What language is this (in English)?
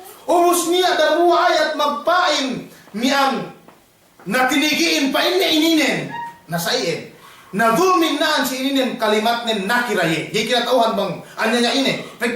Yakan